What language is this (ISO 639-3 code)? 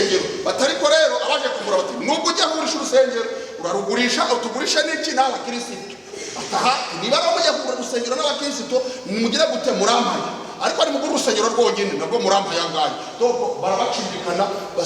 kin